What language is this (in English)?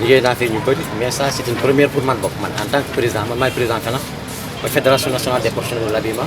Wolof